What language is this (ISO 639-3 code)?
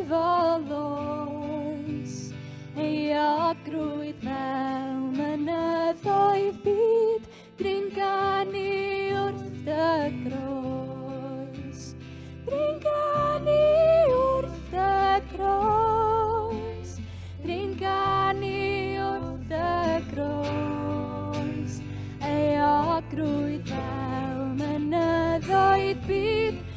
cym